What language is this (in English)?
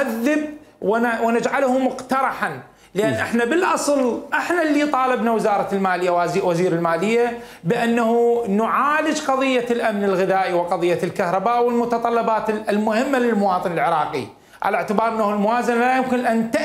Mesopotamian Arabic